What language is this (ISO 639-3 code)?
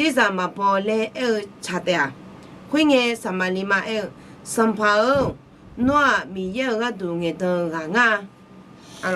ahk